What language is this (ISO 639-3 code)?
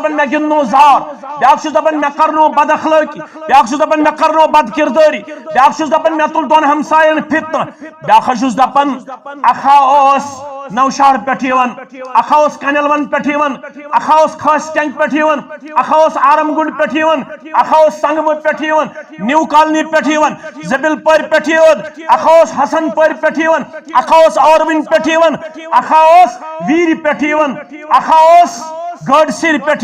kas